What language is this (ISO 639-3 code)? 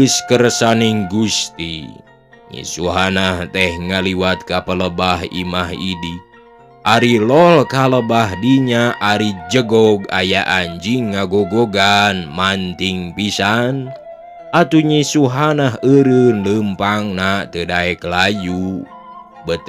sun